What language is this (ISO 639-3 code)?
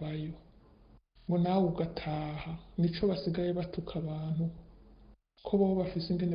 run